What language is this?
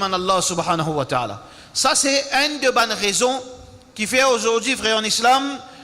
Morisyen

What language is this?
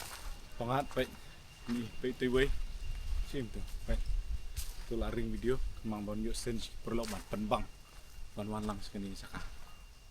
Khasi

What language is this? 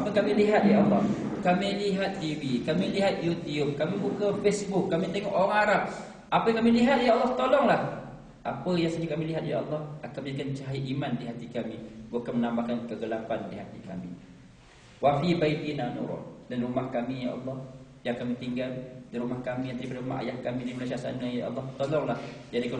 Malay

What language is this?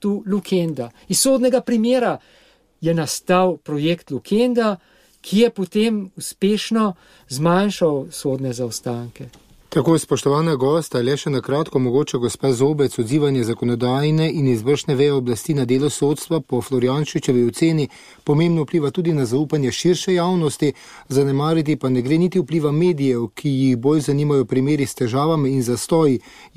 Slovenian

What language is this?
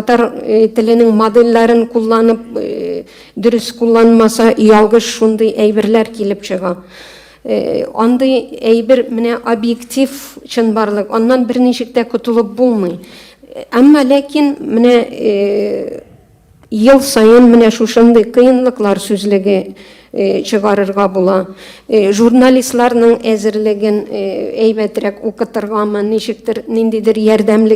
Tatar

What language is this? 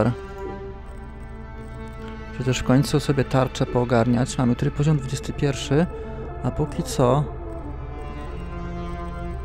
Polish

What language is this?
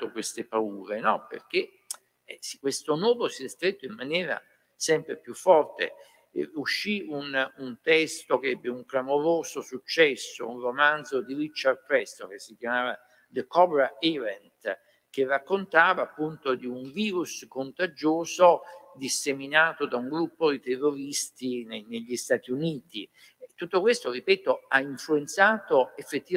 Italian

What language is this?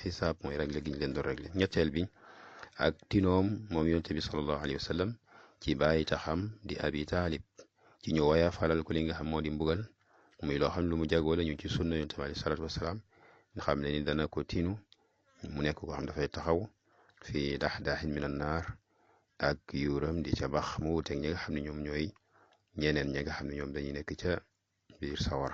Wolof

